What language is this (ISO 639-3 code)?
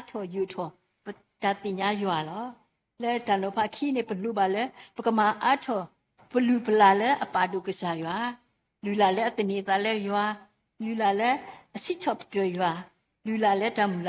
ksw